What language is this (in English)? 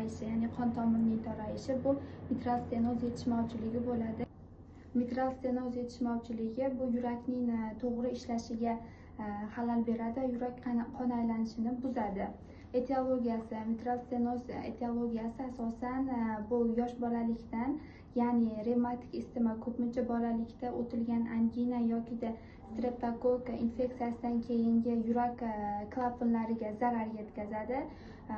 Uzbek